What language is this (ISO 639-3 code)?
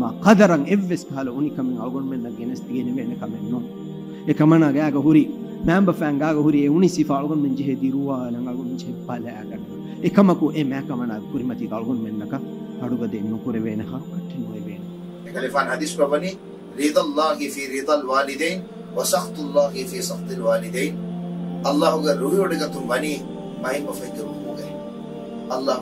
div